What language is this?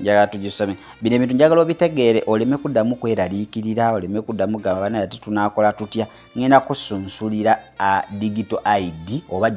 Ganda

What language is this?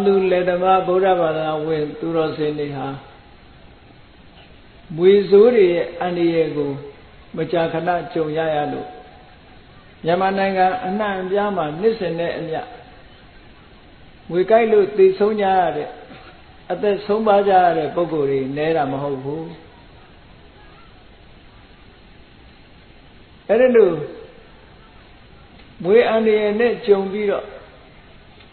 Burmese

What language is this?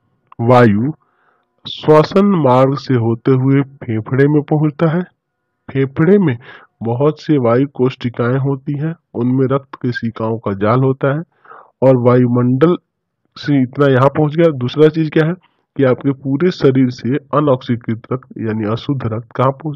Hindi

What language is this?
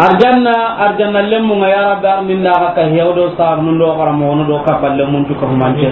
Soninke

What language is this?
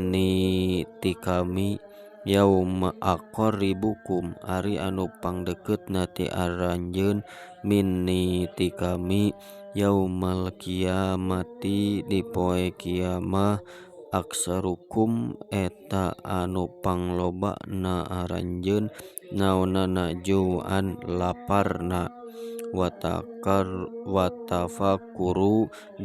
Sundanese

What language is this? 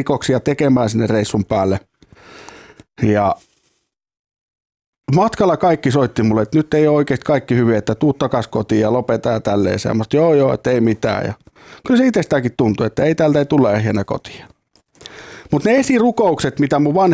Finnish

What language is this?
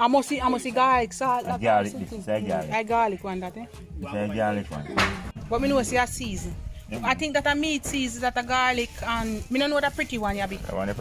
Jamaican Creole English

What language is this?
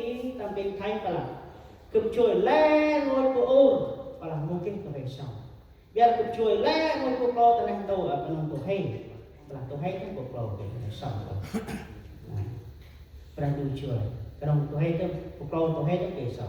Central Mnong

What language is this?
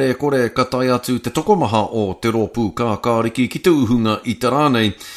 Māori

